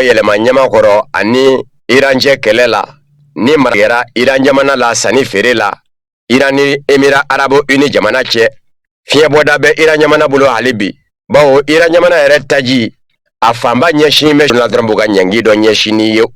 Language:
Bambara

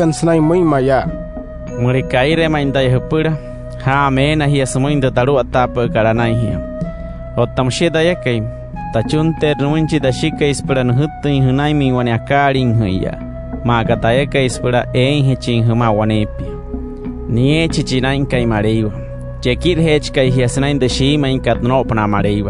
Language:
Wayuu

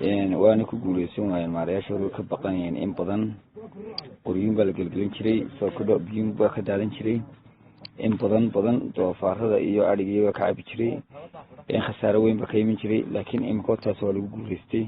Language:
Somali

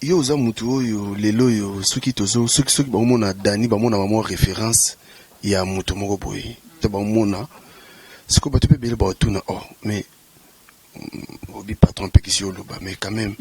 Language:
Lingala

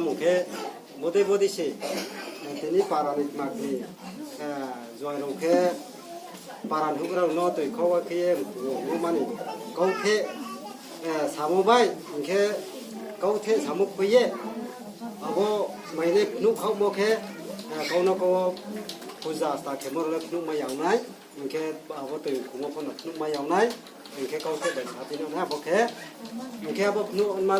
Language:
Riang (India)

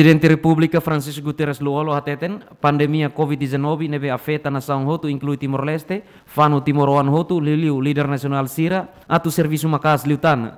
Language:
Tetum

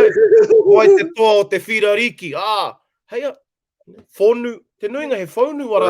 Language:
Māori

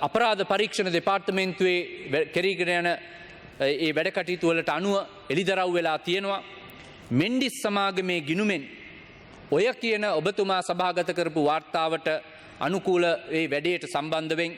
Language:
Sinhala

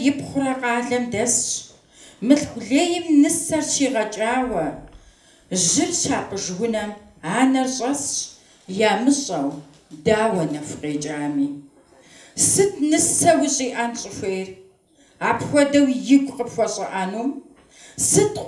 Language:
Kabardian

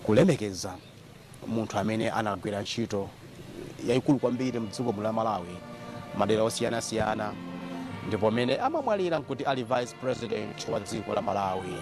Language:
Nyanja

